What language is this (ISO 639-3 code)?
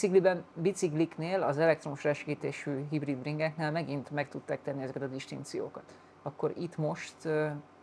hun